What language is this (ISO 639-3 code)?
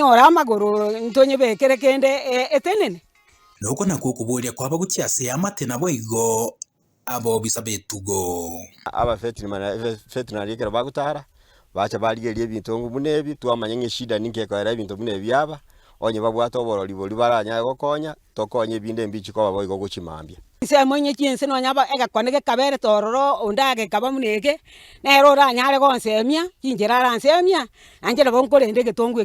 guz